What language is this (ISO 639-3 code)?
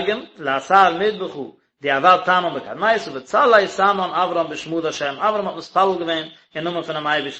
yid